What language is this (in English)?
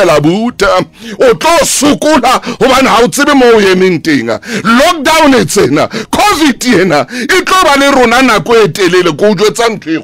Southern Sotho